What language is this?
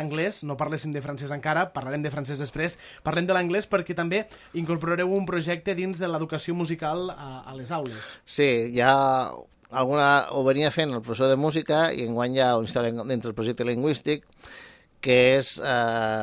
Catalan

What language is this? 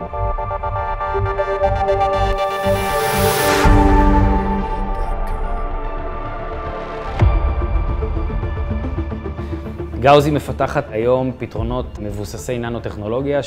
Hebrew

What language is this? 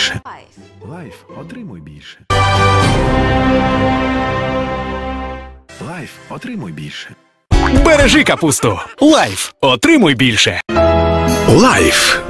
Ukrainian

